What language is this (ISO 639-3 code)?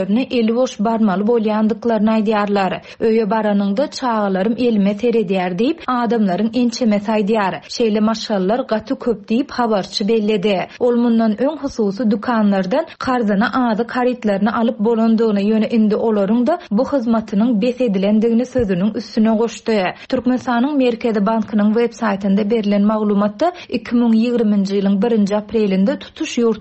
tuk